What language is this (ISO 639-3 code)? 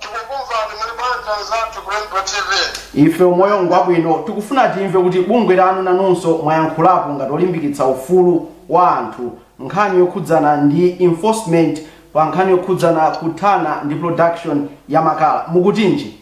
nya